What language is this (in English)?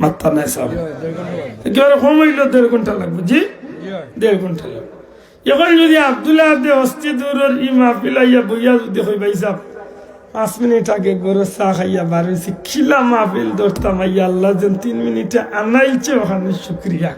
Sylheti